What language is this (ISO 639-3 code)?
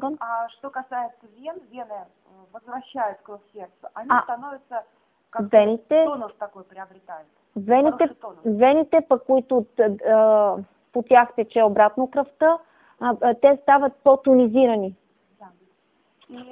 bul